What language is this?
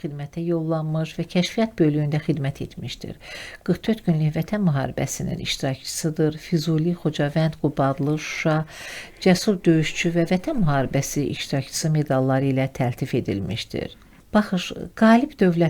Azerbaijani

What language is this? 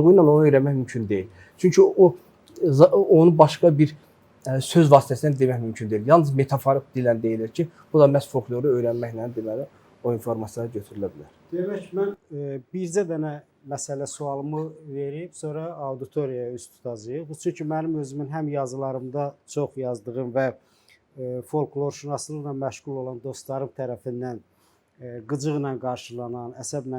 Azerbaijani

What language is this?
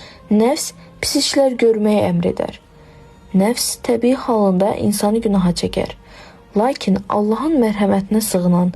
Azerbaijani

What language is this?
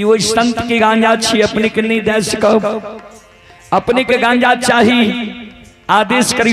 Maithili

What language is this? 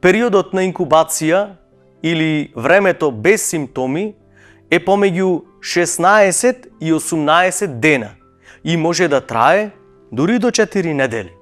Macedonian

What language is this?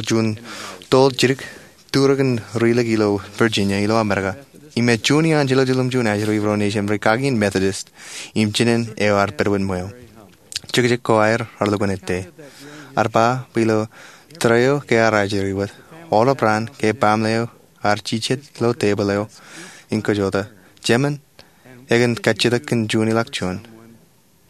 Marshallese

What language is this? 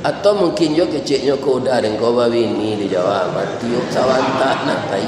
Minangkabau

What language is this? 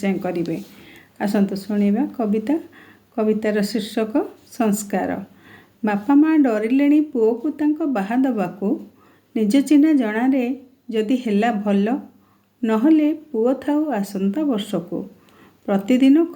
Odia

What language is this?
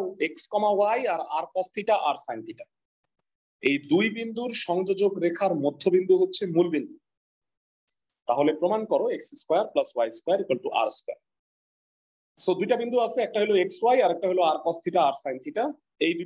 Bangla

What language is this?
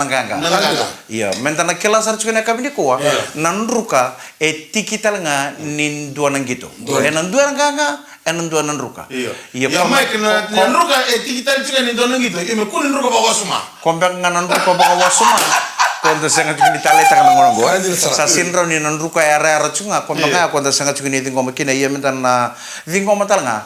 Fijian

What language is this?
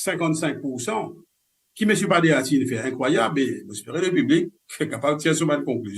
Morisyen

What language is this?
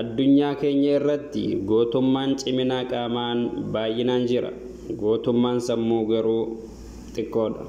Oromo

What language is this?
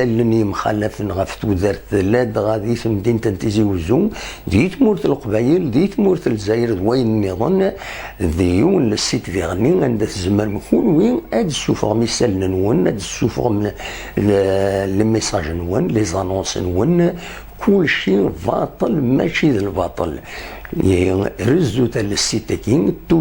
Kabyle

